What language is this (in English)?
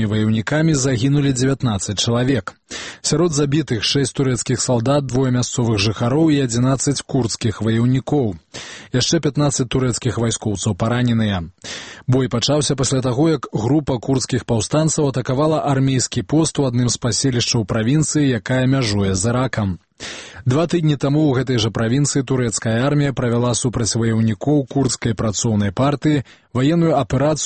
Belarusian